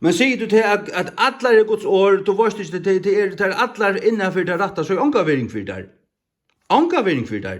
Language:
Faroese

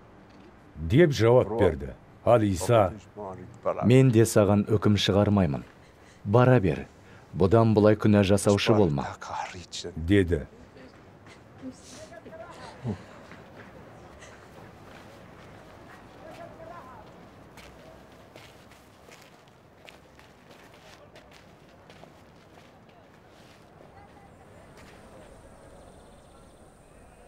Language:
Kazakh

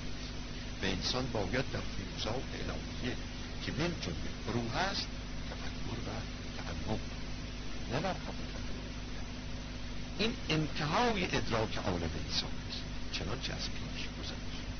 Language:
Persian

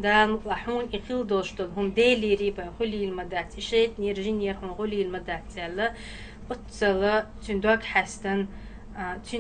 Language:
Chechen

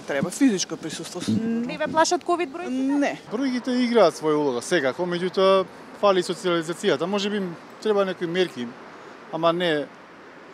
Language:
Macedonian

